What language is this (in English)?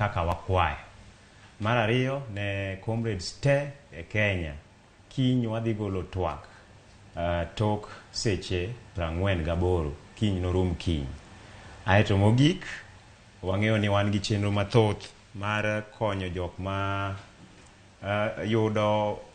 Luo (Kenya and Tanzania)